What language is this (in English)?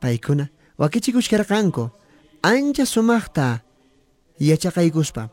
South Bolivian Quechua